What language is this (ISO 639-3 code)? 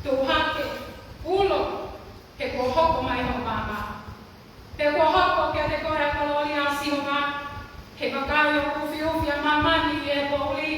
ton